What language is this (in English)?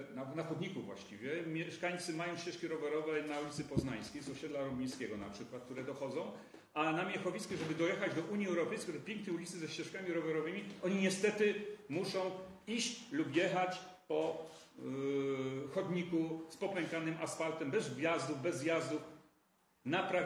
Polish